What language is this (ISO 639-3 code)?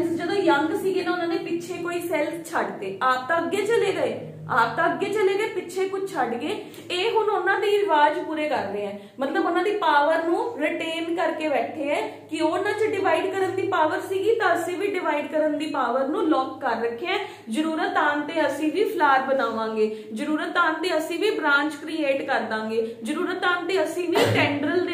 pan